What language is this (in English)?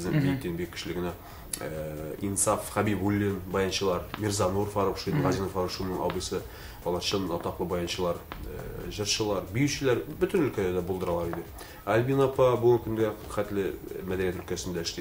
Tatar